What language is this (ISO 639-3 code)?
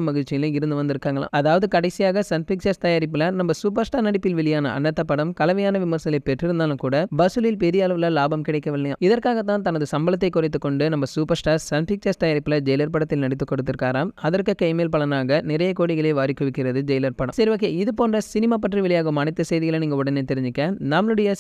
tam